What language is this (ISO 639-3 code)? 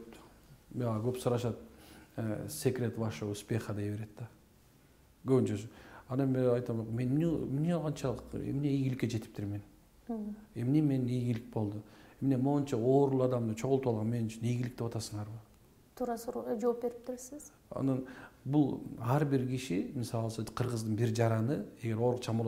kir